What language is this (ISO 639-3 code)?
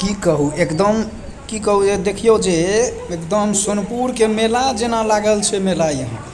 mai